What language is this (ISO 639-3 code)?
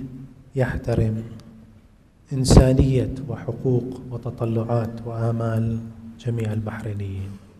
ara